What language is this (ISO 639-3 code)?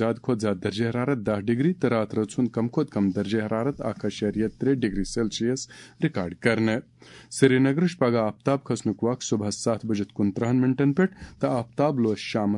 kas